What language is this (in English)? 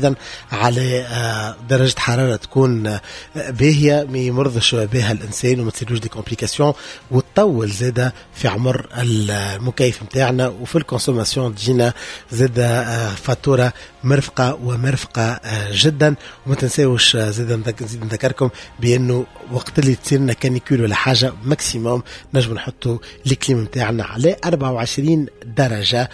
Tunisian Arabic